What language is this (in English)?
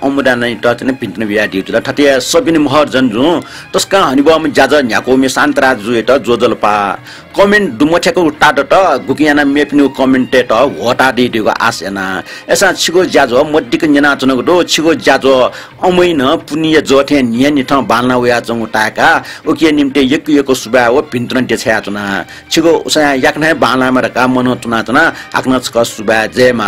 Newari